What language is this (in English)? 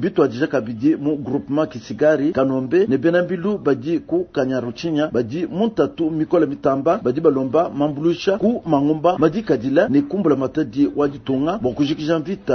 Luba-Lulua